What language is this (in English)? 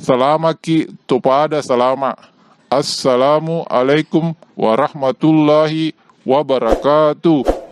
Buginese